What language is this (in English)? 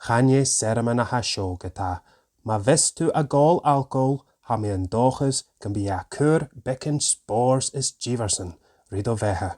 Scottish Gaelic